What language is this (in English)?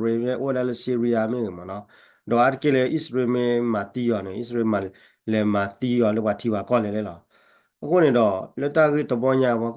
S'gaw Karen